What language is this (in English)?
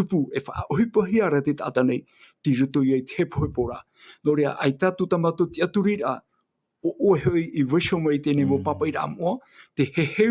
Tahitian